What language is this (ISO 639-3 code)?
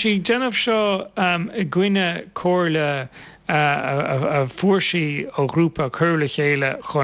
gle